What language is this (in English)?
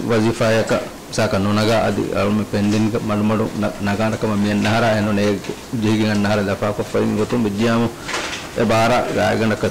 Divehi